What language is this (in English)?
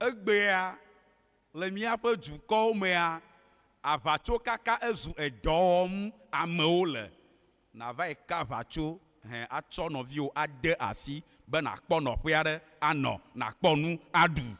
Ewe